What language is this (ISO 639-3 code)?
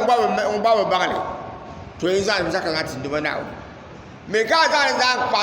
dag